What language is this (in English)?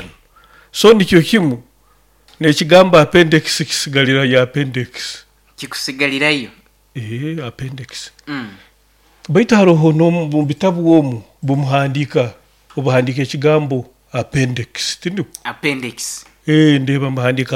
Nyoro